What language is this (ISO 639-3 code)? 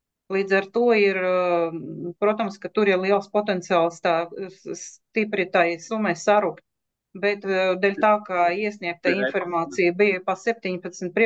lav